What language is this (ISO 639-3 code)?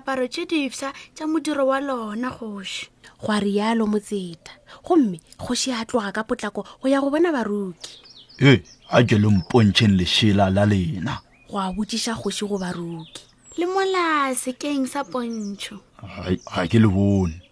nso